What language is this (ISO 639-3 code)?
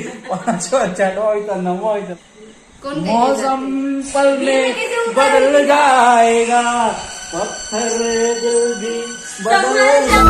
hne